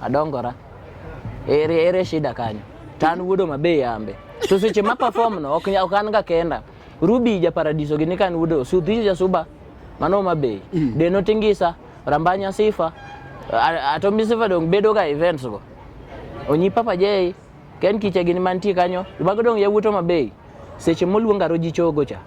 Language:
Luo (Kenya and Tanzania)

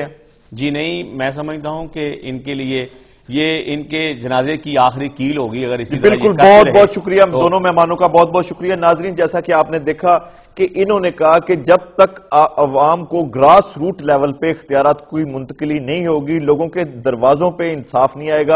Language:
Urdu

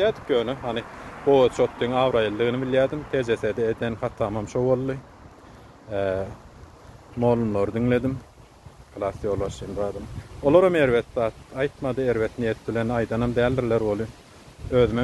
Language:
Turkmen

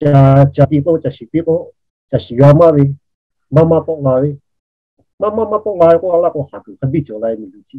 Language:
Lahu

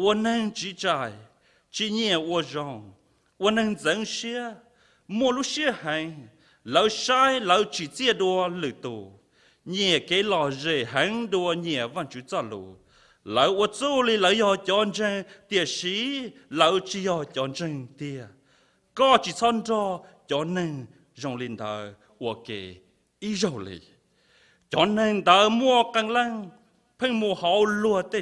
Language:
Hmong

